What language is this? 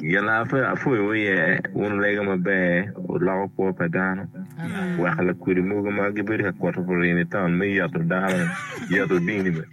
Acoli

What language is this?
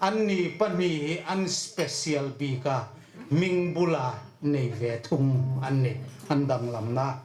Hmar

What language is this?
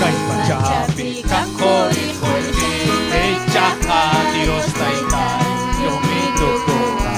Ayacucho Quechua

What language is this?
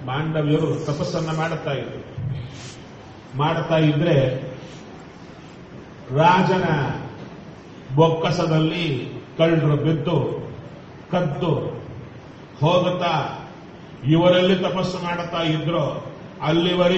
Kannada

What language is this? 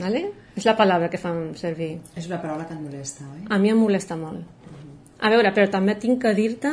Catalan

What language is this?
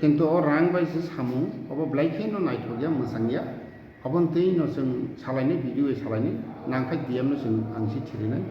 Kok Borok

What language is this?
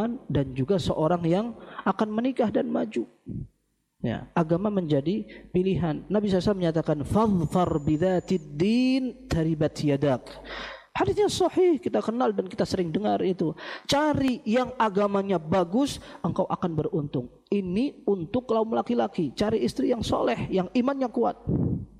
Indonesian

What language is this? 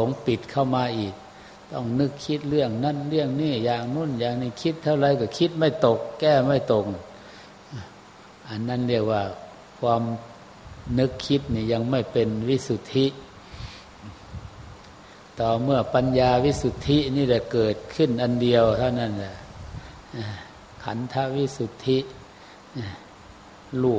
Thai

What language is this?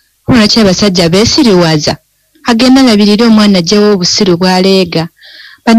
Ganda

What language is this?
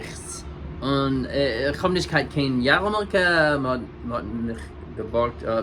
Yiddish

